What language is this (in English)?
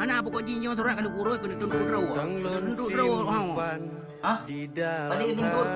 Achinese